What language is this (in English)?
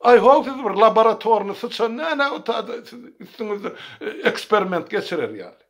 Turkmen